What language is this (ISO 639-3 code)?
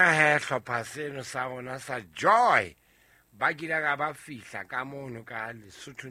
sot